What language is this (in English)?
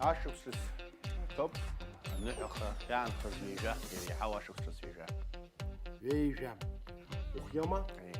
Abkhazian